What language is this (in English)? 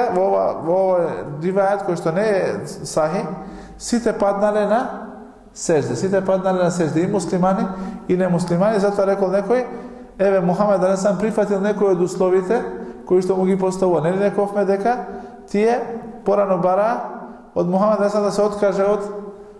Macedonian